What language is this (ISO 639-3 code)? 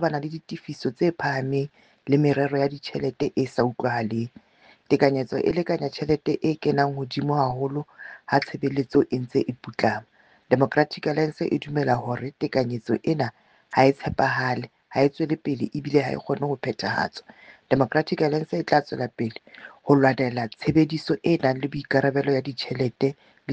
sot